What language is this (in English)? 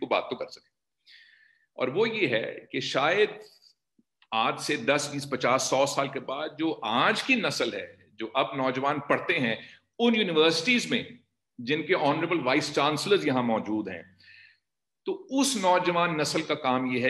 Urdu